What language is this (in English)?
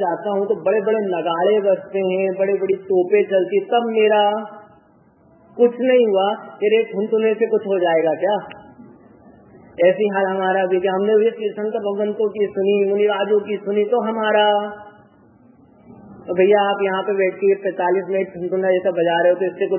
Hindi